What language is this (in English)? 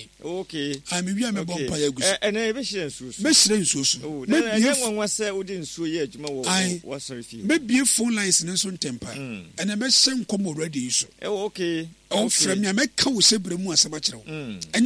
Akan